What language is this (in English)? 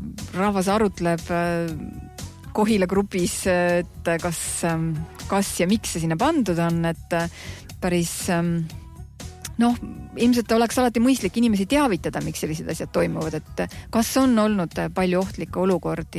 Estonian